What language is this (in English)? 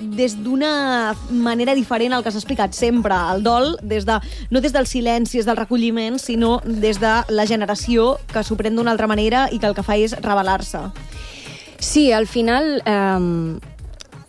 Catalan